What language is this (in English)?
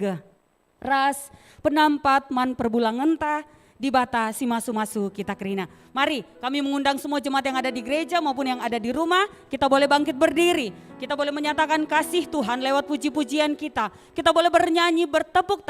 Batak Karo